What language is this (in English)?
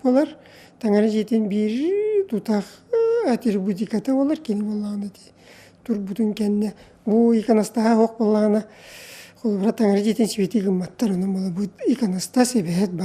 Yakut